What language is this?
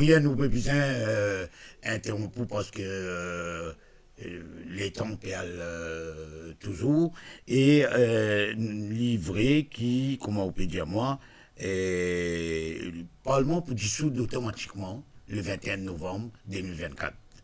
Morisyen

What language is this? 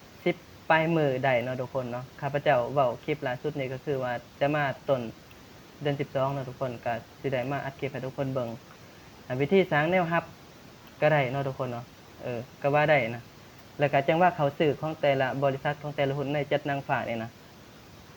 Lao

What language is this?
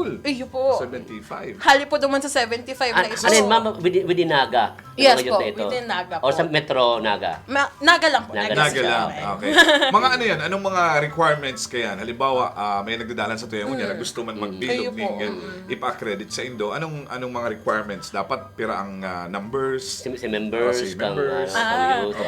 Bikol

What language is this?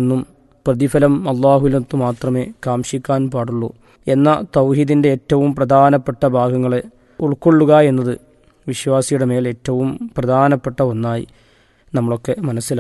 Malayalam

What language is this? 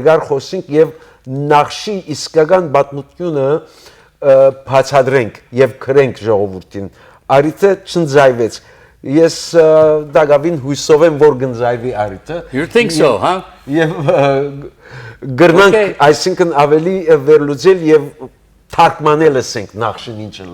Western Armenian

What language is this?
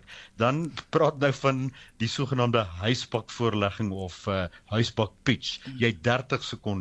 Afrikaans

